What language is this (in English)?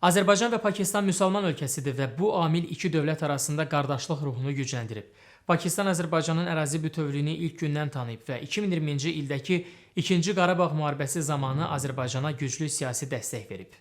Azerbaijani